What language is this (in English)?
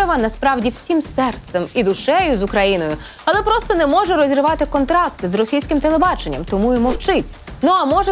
Ukrainian